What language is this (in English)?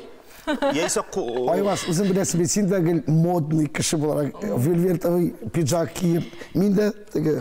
Tatar